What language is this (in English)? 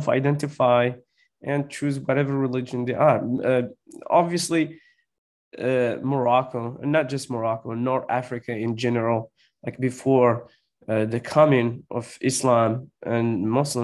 Kabyle